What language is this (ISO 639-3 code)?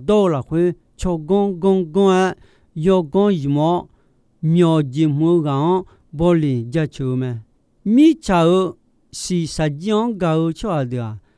ahk